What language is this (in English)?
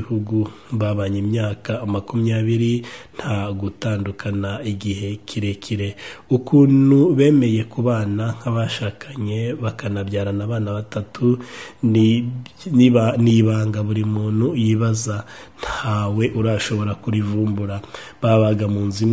Kinyarwanda